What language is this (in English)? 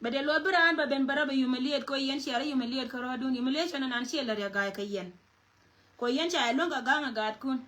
Nuer